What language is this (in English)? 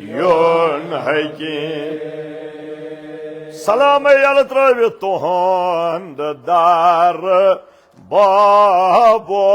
Kashmiri